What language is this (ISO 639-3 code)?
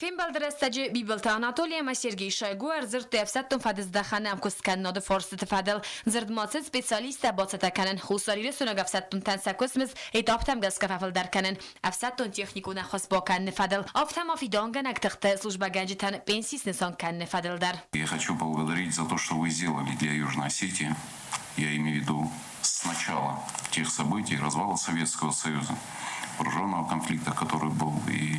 oss